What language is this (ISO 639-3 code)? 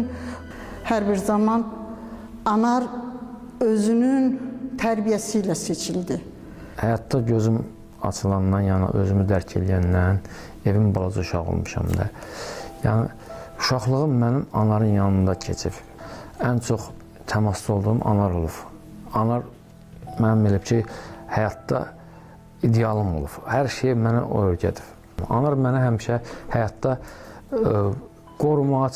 aze